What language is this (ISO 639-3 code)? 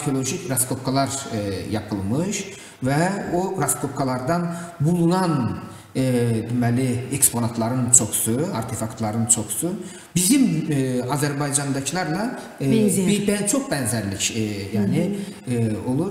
gag